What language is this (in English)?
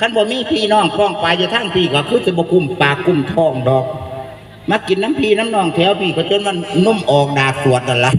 Lao